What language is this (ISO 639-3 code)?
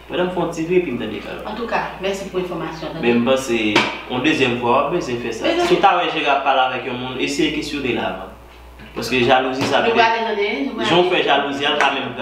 hat